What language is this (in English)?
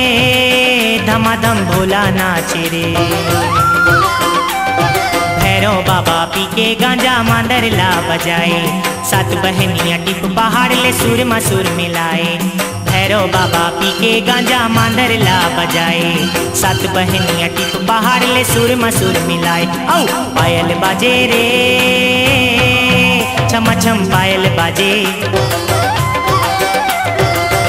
Chhattisgarhi